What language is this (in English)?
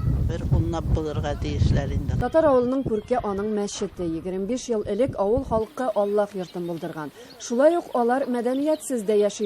Tatar